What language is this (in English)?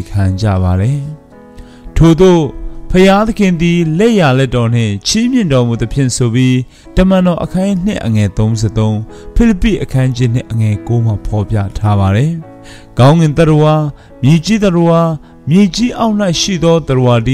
Burmese